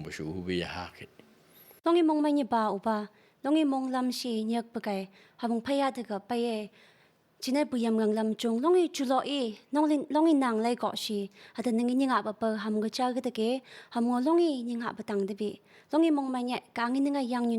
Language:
Phom Naga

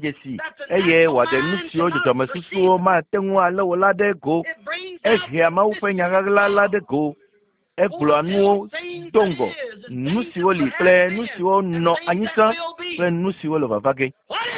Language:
Ewe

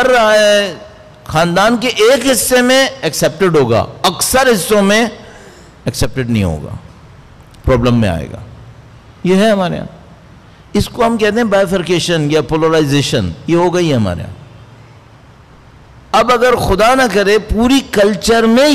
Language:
Urdu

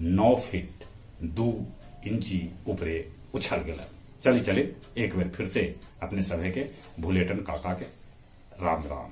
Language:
Magahi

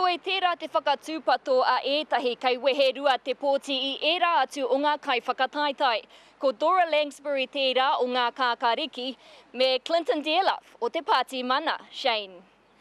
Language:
Māori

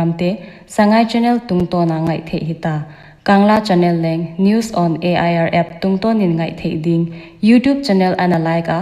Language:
Paite Chin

